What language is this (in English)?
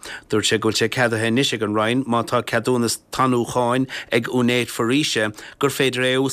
Irish